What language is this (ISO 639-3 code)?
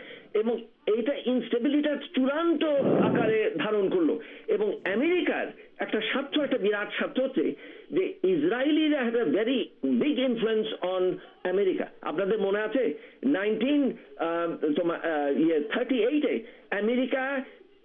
ben